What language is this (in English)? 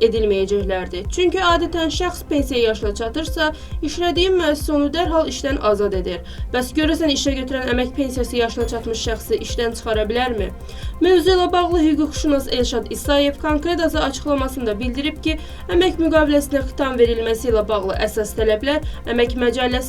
Azerbaijani